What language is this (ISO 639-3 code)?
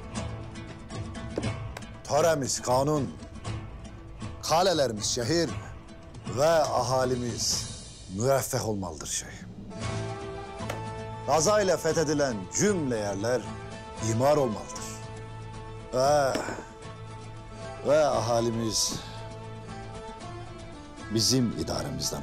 tur